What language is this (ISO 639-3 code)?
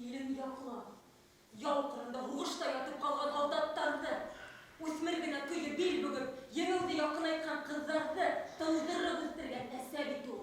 bak